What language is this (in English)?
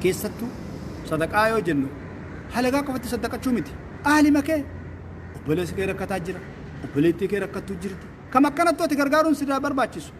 Oromo